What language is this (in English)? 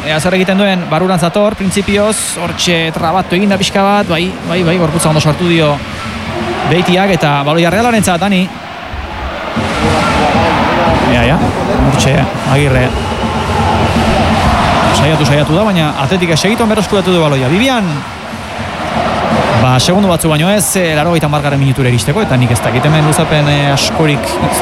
Basque